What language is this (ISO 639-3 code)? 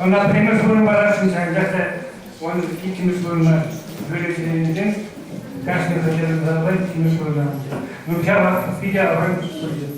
chv